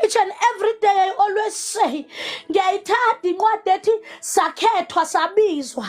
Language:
Zulu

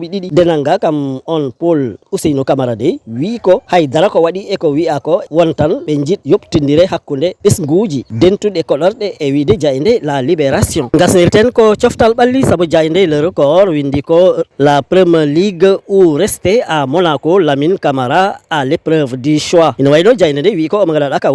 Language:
Fula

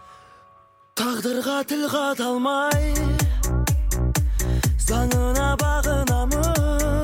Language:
Kazakh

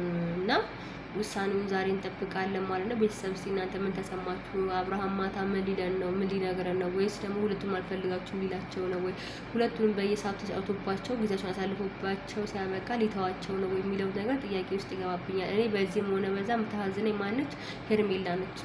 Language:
Amharic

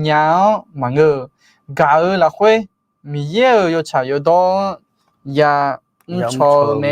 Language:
Akha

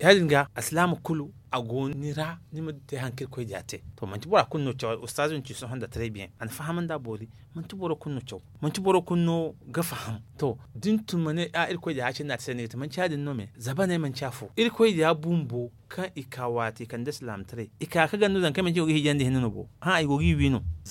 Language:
Zarma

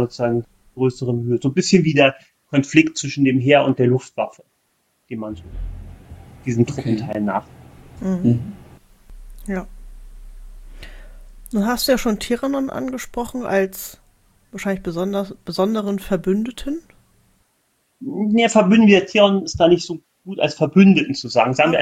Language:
German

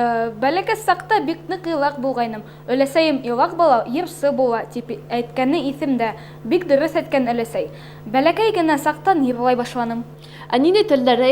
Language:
Bashkir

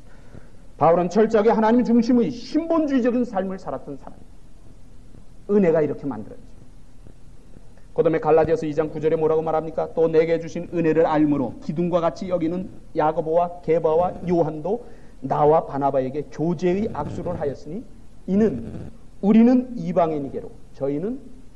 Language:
Korean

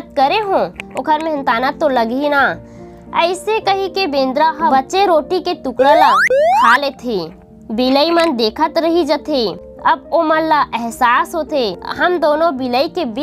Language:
Chhattisgarhi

